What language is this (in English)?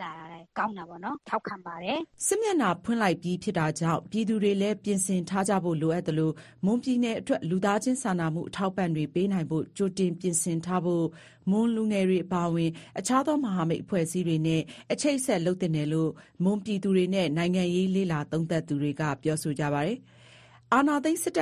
Burmese